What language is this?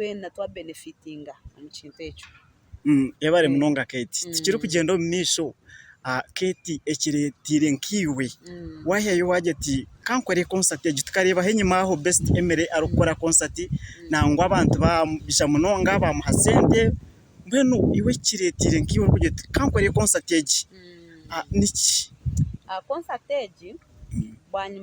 Nyankole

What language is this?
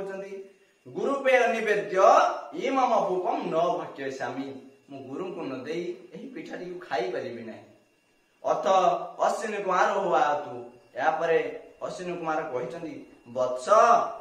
Odia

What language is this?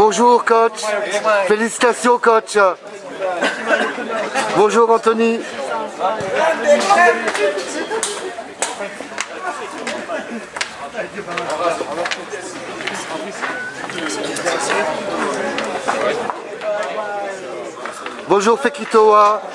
French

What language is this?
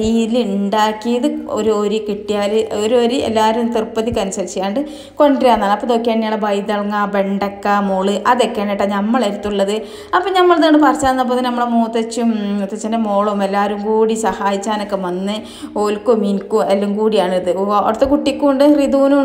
Malayalam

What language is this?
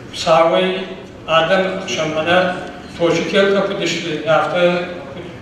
Ossetic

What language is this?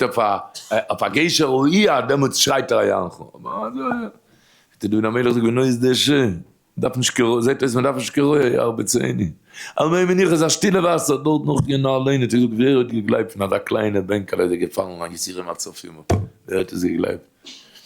Yiddish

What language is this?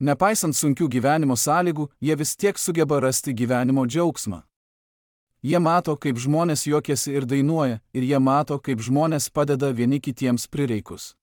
Lithuanian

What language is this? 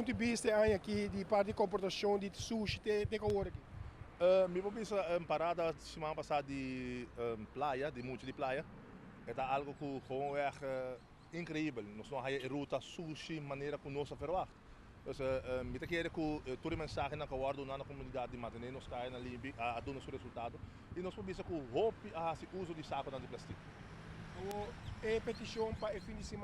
Papiamento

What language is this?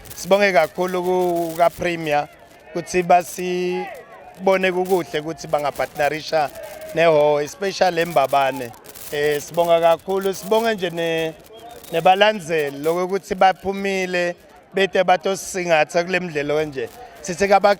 Swati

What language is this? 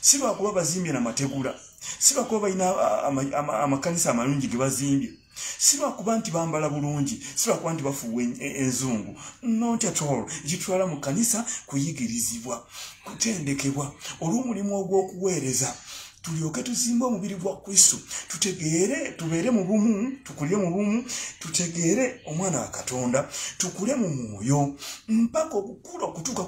Ganda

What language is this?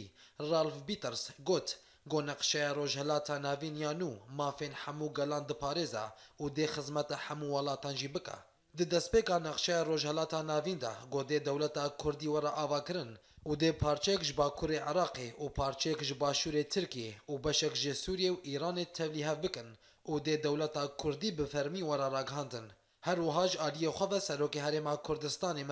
Kurdish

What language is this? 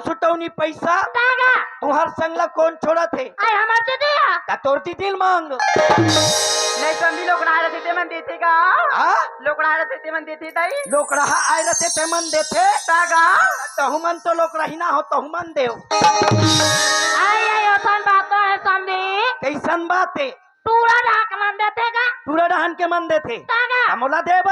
Chhattisgarhi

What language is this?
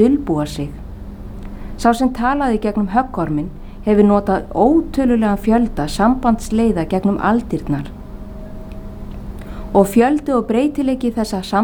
Icelandic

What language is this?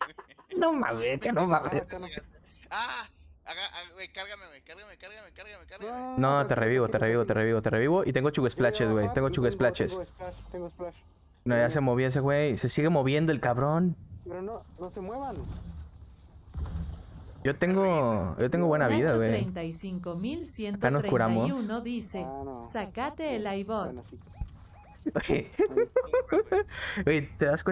Spanish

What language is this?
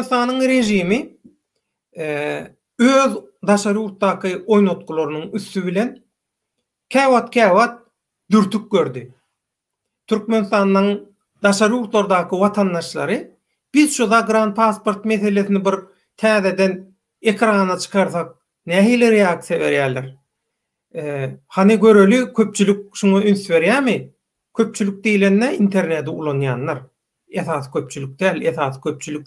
Turkmen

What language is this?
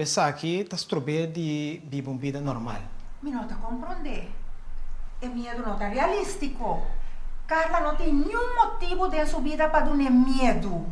Papiamento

